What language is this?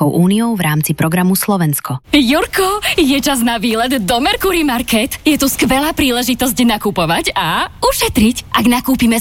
Slovak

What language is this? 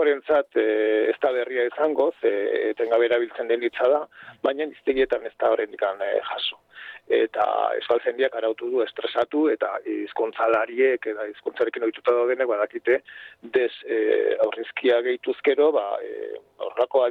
Basque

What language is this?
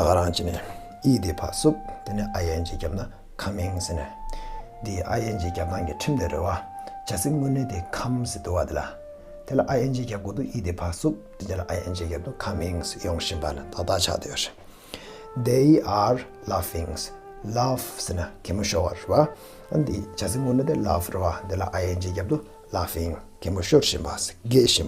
Tibetan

